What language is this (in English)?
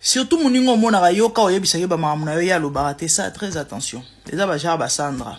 Lingala